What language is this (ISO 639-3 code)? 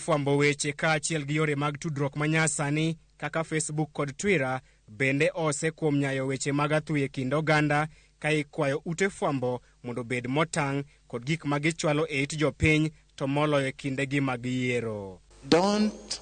luo